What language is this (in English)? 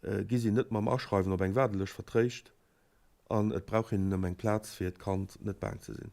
Luxembourgish